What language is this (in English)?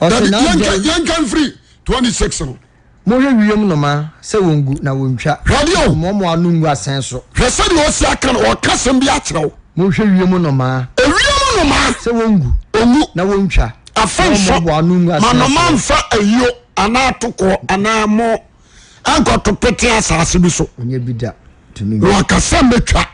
Akan